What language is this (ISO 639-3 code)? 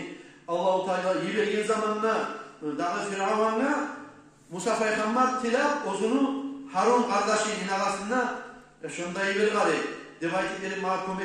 kum